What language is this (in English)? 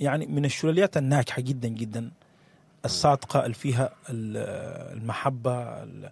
Sudanese Arabic